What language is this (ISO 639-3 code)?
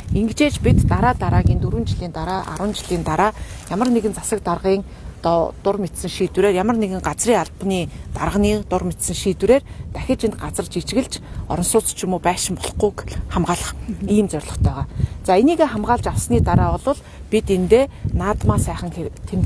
mon